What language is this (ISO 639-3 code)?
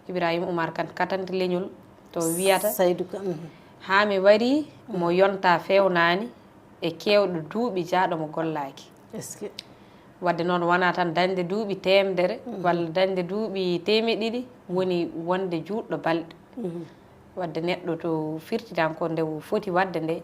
ful